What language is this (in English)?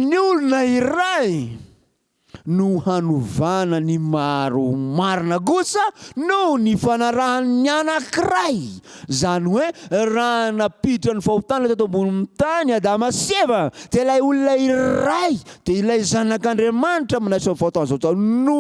Malagasy